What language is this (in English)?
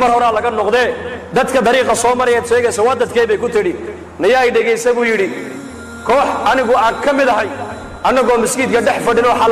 Somali